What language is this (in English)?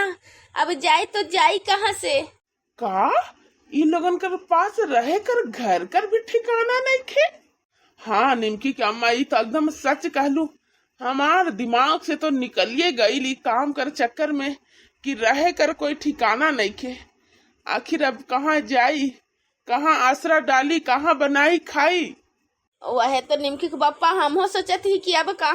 Bhojpuri